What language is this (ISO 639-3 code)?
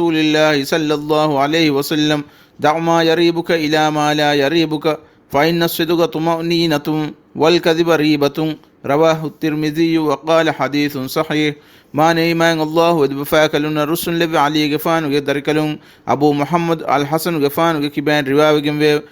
div